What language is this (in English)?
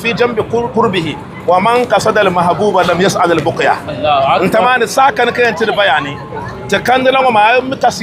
Dagbani